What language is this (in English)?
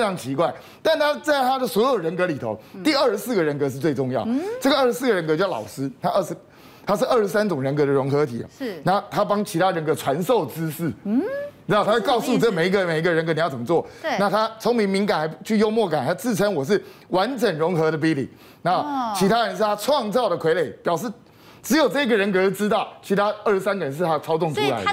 Chinese